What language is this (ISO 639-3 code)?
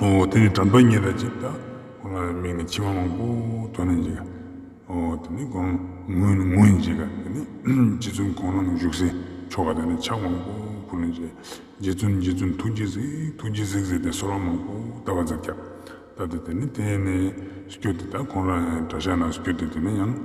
lbj